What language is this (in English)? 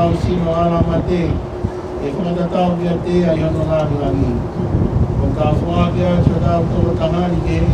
Tongan